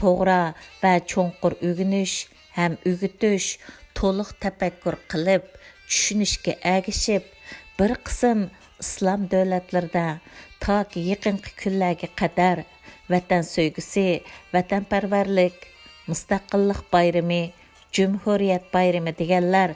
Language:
Uyghur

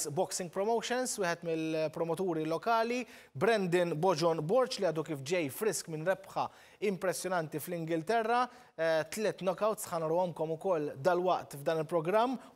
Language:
Maltese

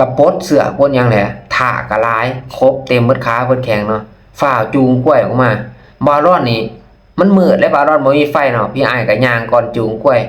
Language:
Lao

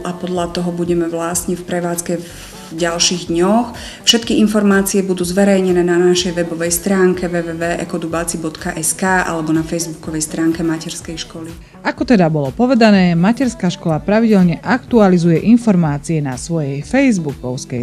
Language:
Slovak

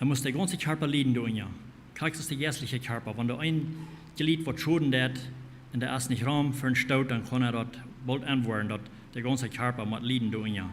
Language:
Plautdietsch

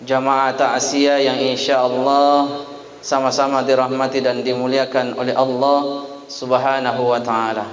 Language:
Buginese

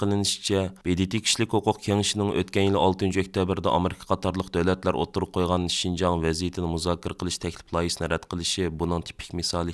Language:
Uyghur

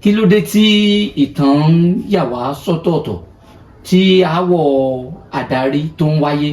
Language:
Yoruba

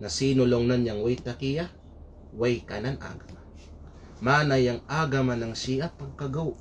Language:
Kalagan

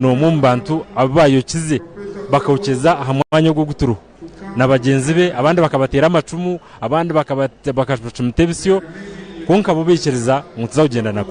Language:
Nyankole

